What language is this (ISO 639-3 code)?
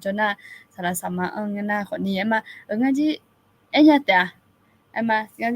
ahk